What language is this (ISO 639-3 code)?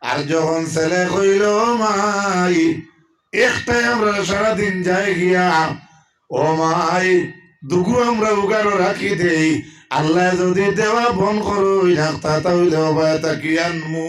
syl